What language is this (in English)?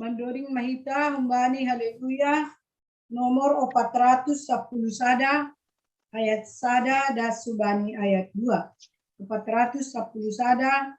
Batak Simalungun